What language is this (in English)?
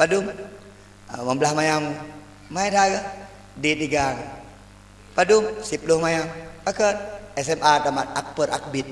Achinese